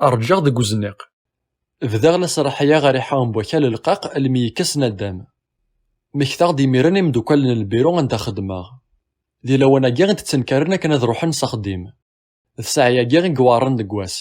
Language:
Kabyle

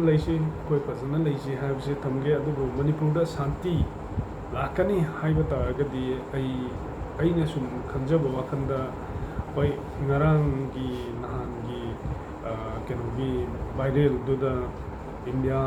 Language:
Manipuri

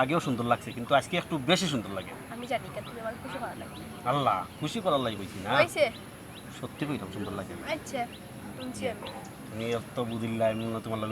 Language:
Sylheti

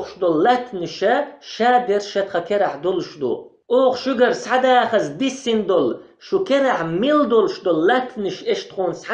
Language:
Chechen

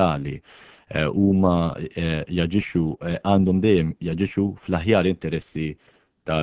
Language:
Maltese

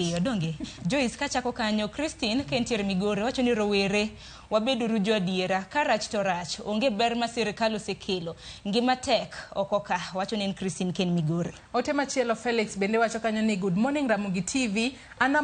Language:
Luo (Kenya and Tanzania)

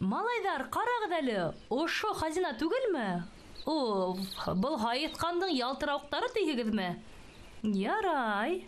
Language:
Bashkir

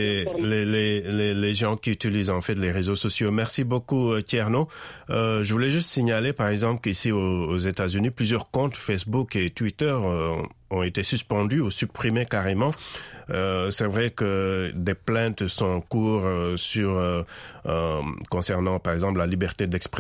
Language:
French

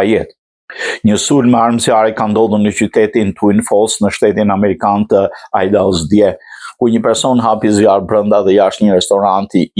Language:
Albanian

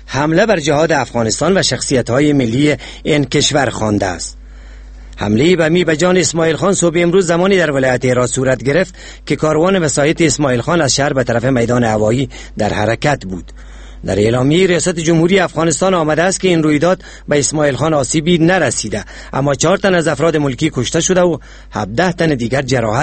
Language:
Persian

